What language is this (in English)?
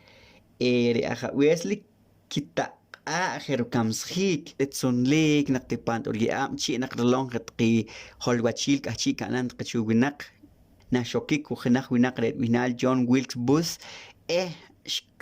Poqomchi'